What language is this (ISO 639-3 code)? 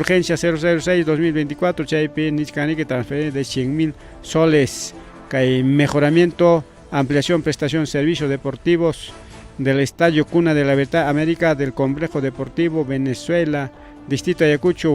quy